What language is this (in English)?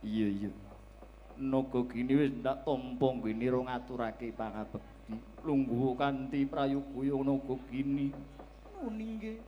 Javanese